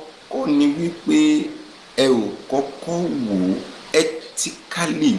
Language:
Yoruba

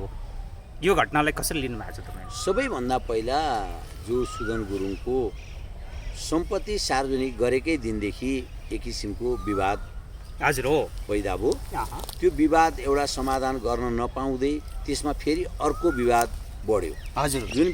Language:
Nepali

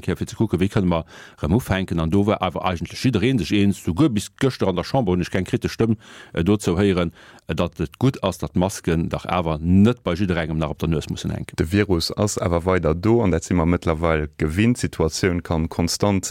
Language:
Luxembourgish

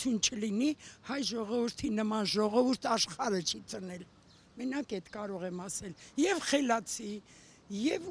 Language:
Armenian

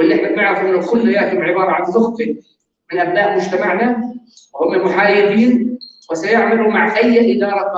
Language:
North Levantine Arabic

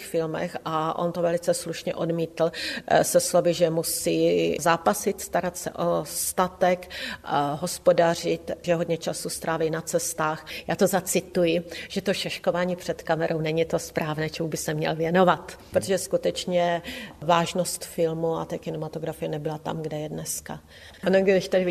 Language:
Czech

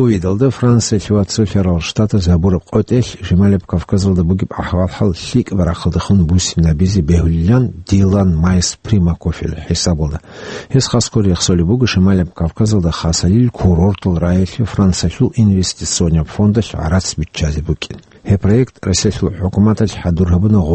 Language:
Avaric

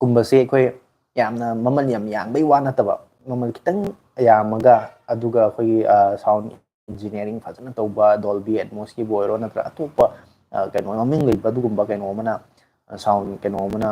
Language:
Manipuri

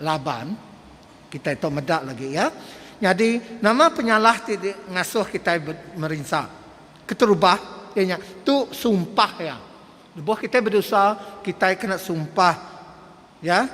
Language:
Iban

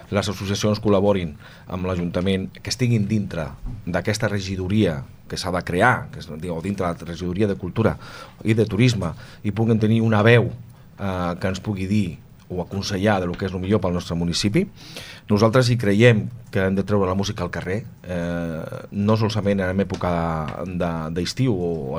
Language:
Catalan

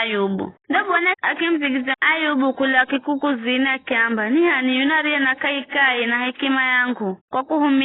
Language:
Giryama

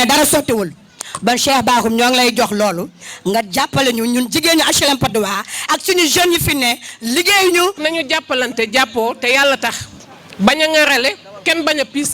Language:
Wolof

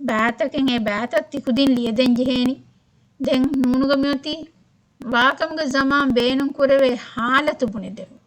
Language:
Divehi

